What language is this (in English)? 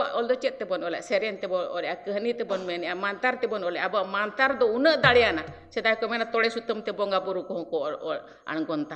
Santali